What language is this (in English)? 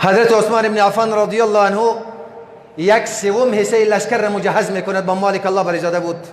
Persian